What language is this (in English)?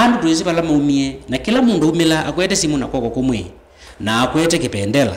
Kamba